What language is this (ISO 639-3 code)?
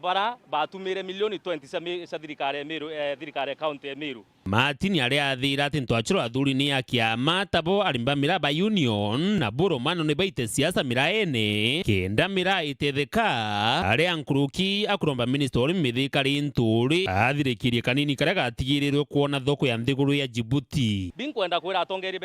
mer